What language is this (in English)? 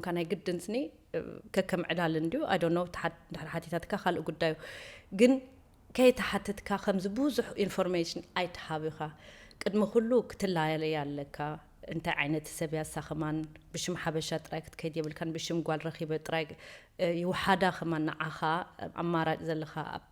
Tigrinya